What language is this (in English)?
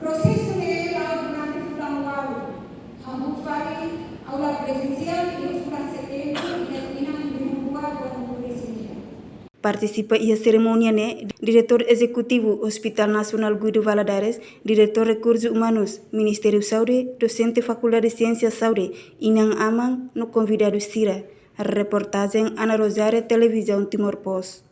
Tetum